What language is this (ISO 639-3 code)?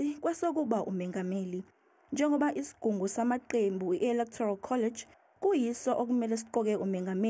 zul